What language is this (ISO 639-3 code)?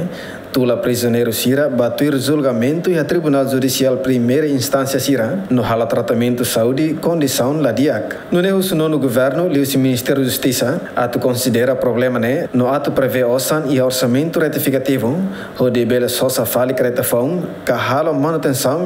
tet